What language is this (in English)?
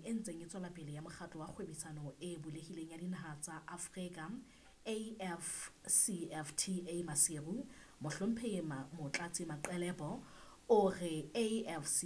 Southern Sotho